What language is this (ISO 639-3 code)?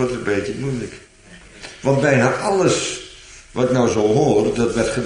nld